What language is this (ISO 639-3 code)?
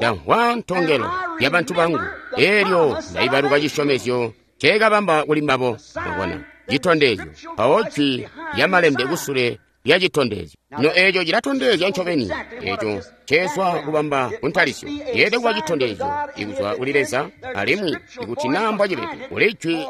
toi